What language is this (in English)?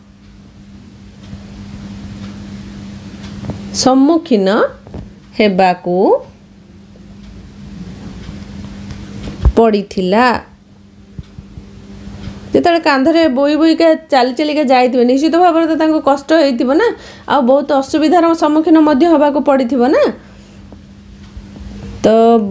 Odia